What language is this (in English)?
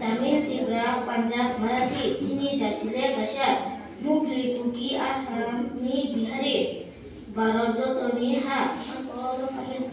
Kok Borok